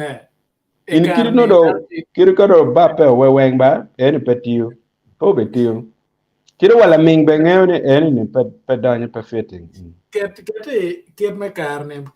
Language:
Acoli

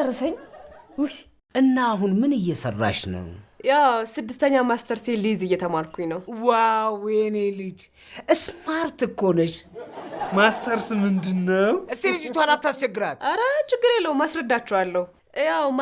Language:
Amharic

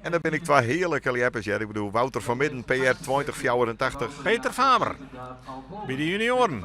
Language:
Western Frisian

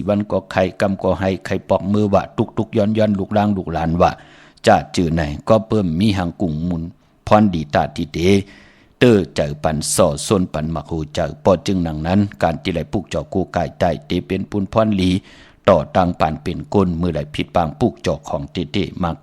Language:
Shan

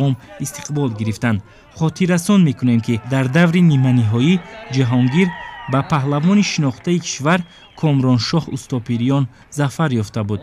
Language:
Tajik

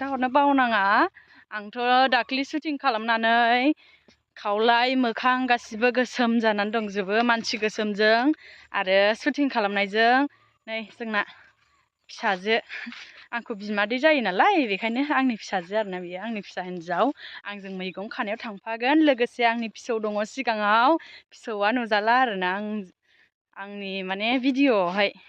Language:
Bodo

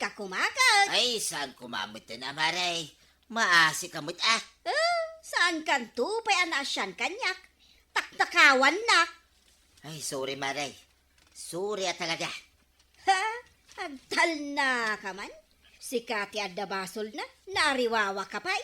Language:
Iloko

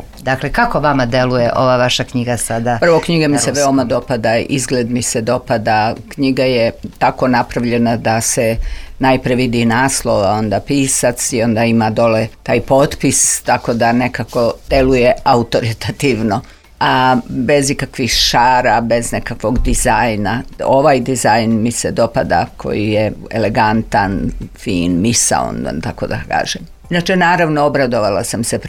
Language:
Serbian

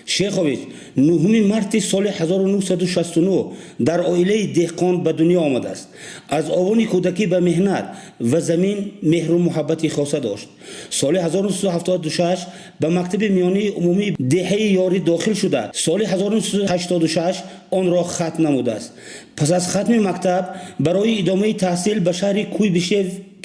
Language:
Tajik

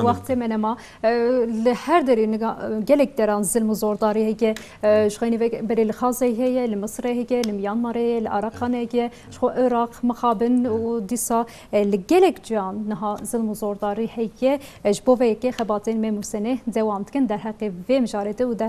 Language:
Kurdish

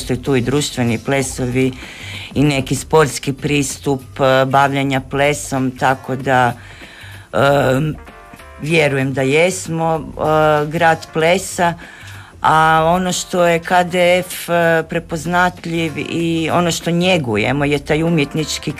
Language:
Croatian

